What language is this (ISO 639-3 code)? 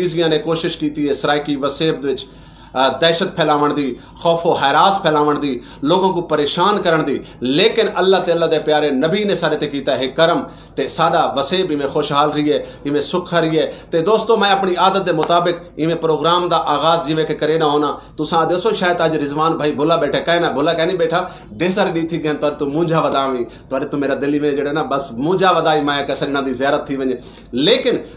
skr